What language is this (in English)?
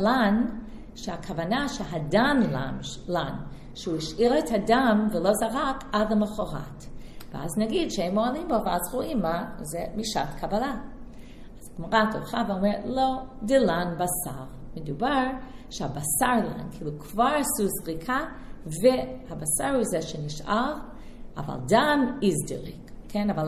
Hebrew